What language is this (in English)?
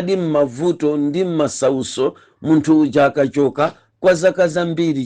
Nyanja